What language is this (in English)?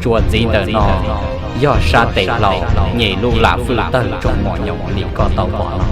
Hmong